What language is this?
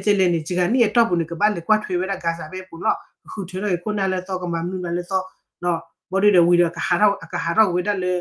S'gaw Karen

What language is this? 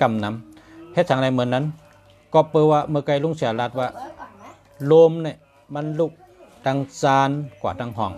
Shan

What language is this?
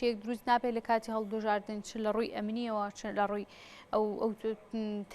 Central Kurdish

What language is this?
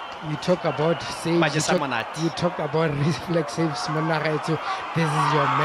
Tswana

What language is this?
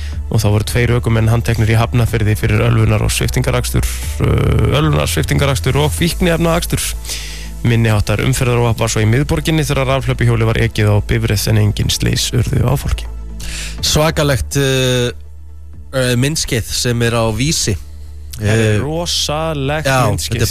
Icelandic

